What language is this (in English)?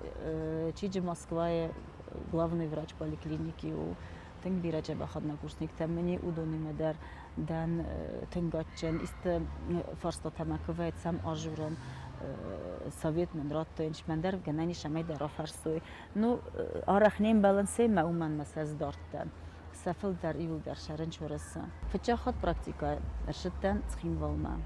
Ossetic